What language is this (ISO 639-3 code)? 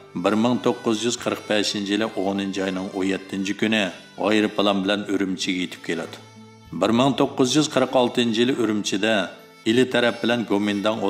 uig